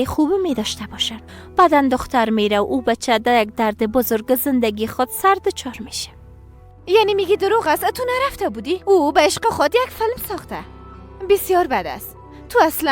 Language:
Persian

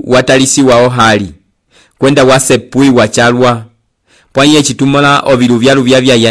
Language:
Umbundu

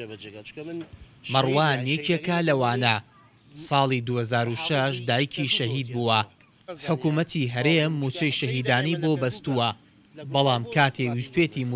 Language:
Central Kurdish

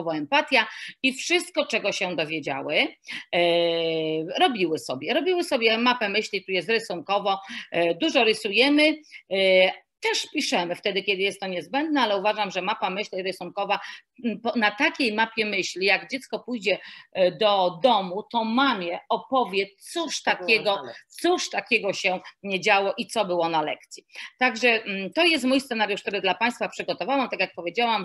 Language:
Polish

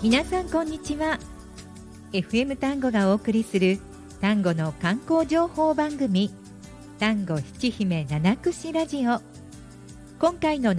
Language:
Japanese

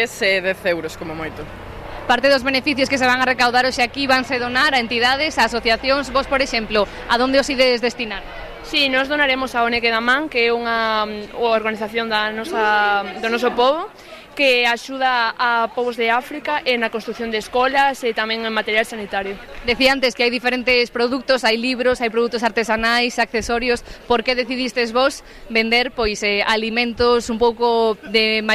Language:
Galician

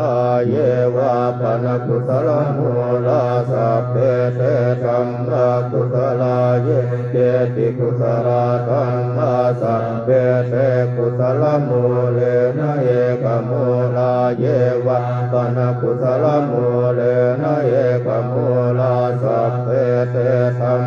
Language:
Pali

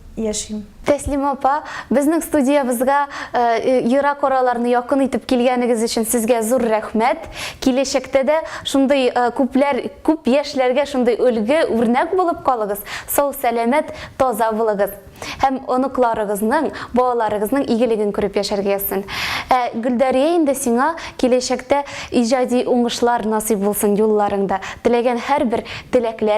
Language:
Tatar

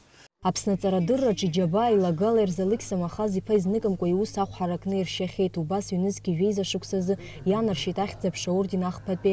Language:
Abkhazian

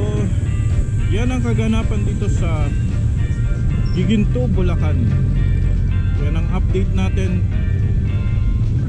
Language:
Filipino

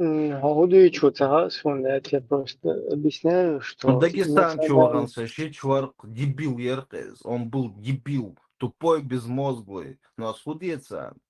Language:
Chechen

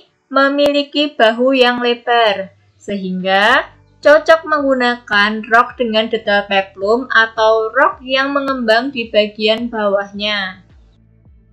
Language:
Indonesian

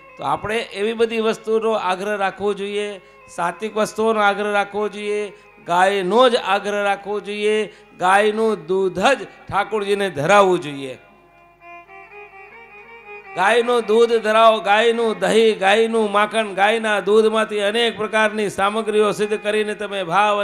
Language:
Gujarati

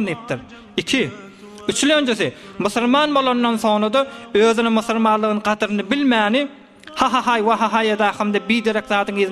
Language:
Turkmen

